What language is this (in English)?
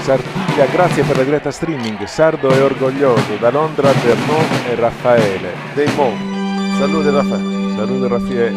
Sardinian